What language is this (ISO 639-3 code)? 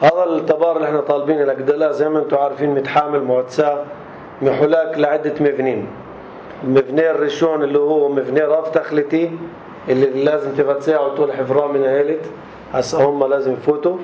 apc